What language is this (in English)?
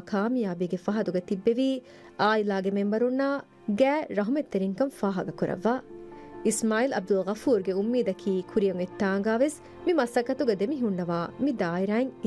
Divehi